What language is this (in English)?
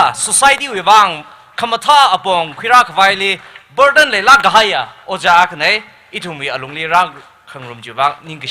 Tangkhul Naga (India)